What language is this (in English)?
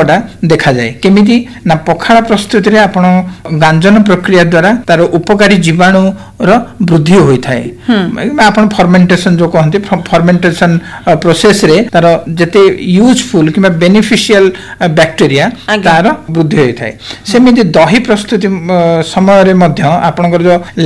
Odia